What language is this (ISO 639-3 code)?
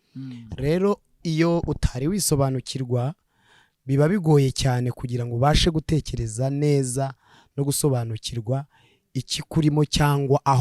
kin